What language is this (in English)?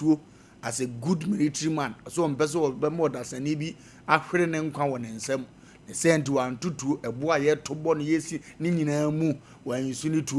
Akan